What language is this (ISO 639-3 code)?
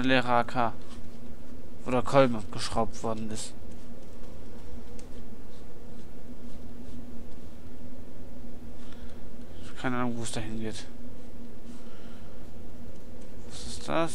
deu